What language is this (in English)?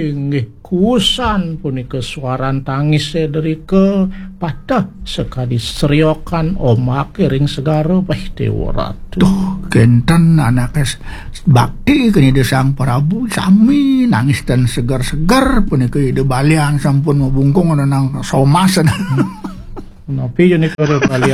Balinese